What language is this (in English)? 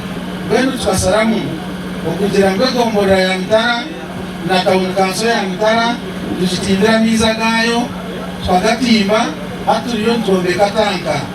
Nyankole